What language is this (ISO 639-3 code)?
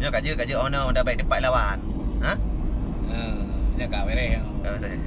ace